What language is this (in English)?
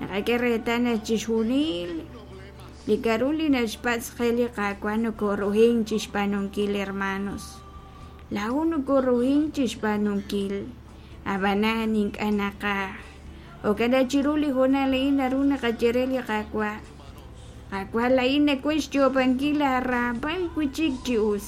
Kekchí